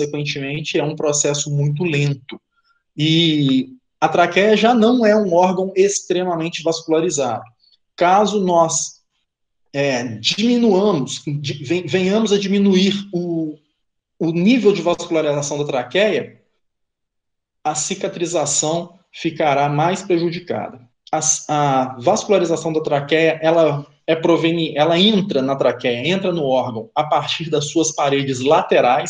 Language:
Portuguese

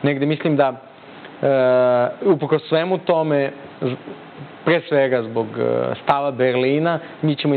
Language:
Serbian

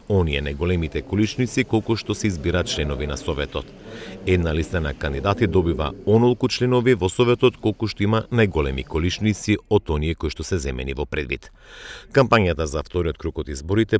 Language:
Macedonian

